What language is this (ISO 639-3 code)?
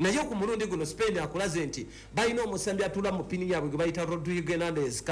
lug